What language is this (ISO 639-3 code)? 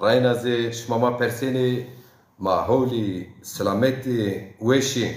zza